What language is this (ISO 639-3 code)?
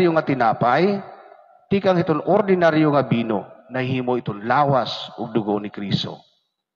war